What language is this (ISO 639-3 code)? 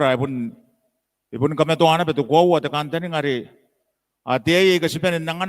gil